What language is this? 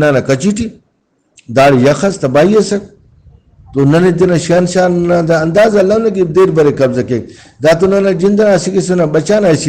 Brahui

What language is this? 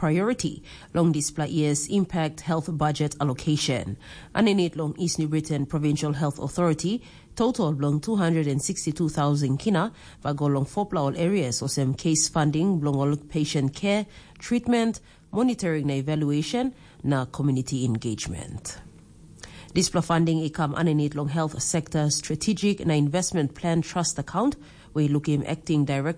Tok Pisin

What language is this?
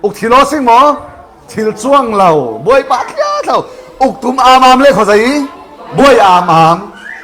Falam Chin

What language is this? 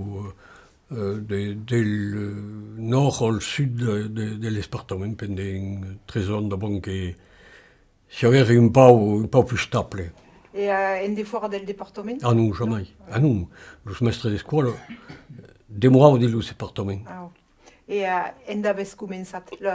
Occitan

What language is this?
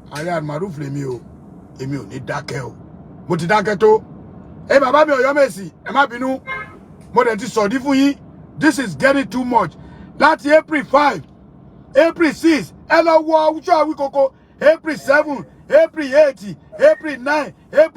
Yoruba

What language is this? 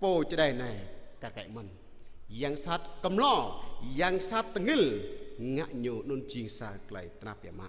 Jarai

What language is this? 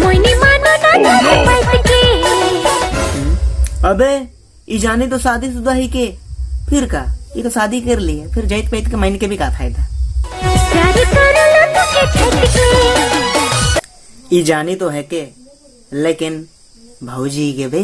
Sadri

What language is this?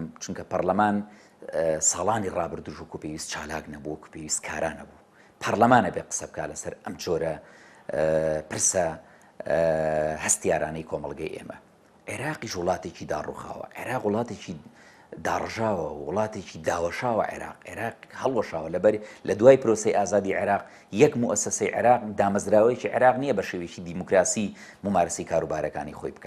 Central Kurdish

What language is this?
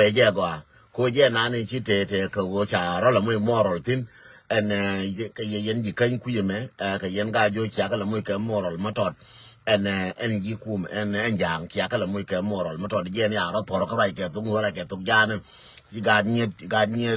Nuer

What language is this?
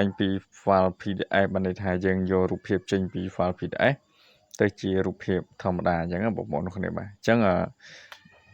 Khmer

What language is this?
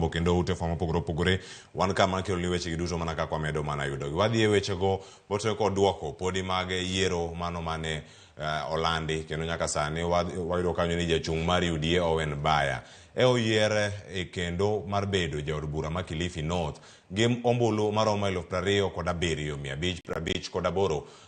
Luo (Kenya and Tanzania)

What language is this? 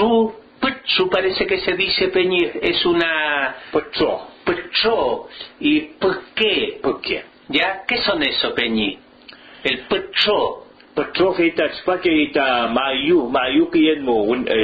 Mapuche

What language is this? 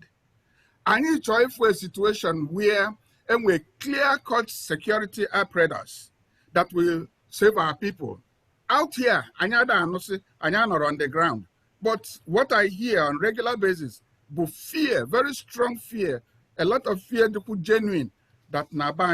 Igbo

